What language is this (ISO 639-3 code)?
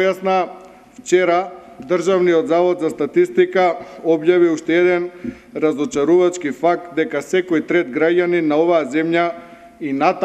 mkd